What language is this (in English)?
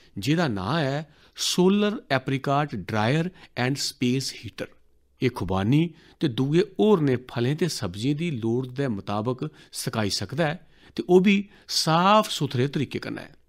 Dogri